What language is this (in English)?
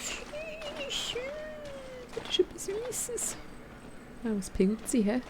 Swiss German